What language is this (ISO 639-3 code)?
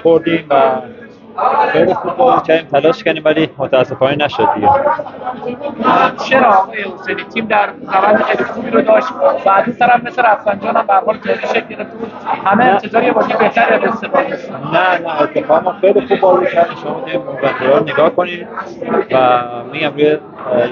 fas